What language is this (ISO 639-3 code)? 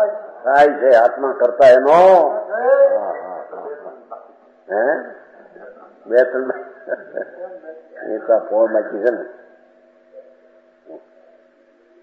guj